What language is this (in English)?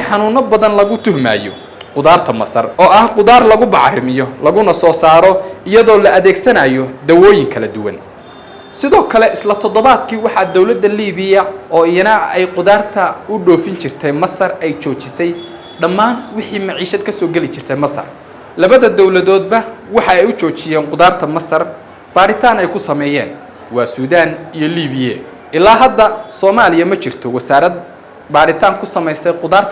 Somali